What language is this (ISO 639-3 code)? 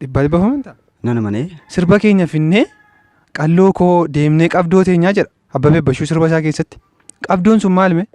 orm